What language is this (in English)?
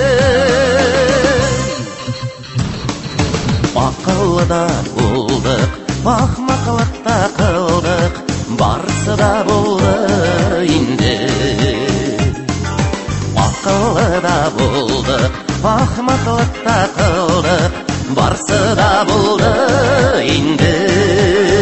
Tatar